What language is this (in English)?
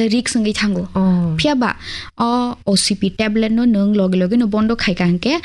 Kok Borok